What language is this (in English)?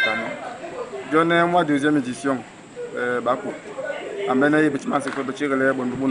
Duala